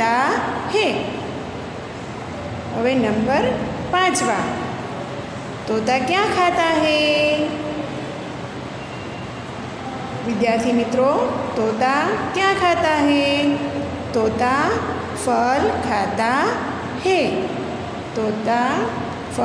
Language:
Gujarati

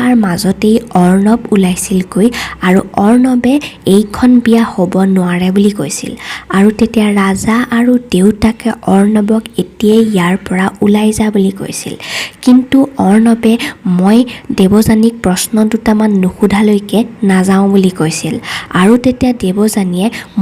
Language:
Assamese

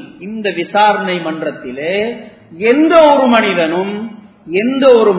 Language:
Tamil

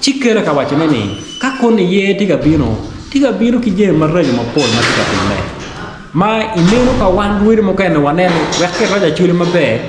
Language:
Acoli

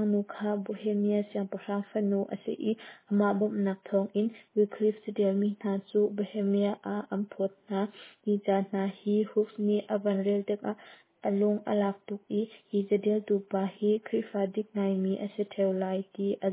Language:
Hakha Chin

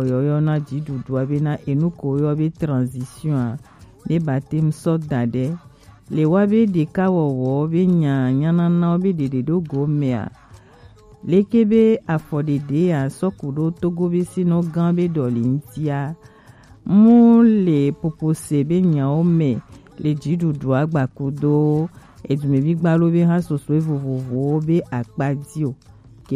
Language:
Gen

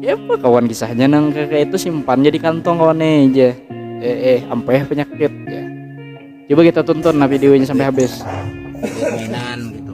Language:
Banjar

